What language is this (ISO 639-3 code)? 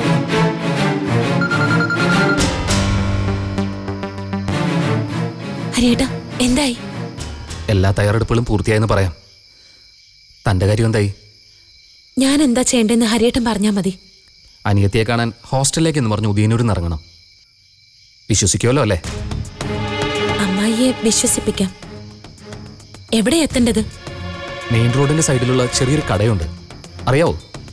mal